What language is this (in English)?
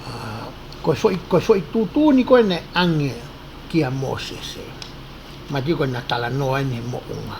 Tongan